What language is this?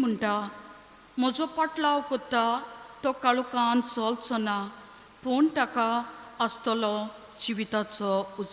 Konkani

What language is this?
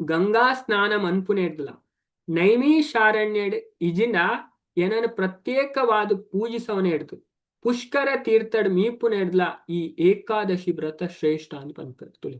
Tulu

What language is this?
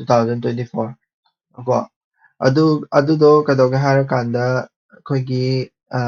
Manipuri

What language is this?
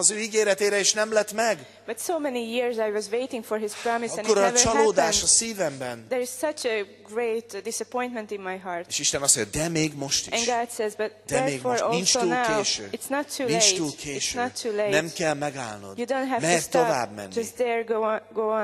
Hungarian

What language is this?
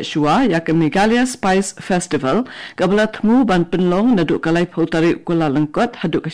Khasi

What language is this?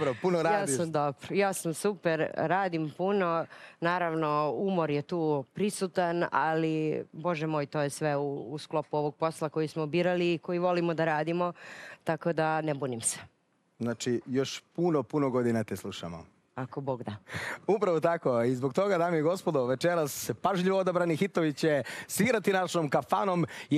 Serbian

